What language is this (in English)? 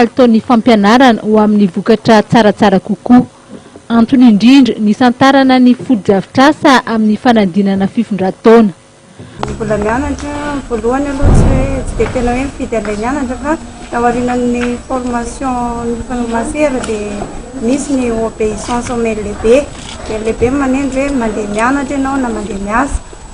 Malagasy